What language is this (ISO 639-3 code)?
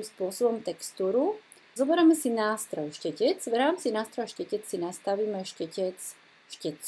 slk